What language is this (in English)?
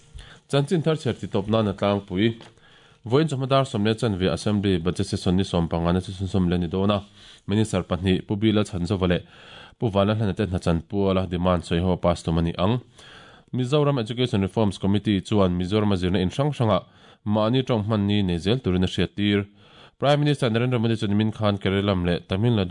Mizo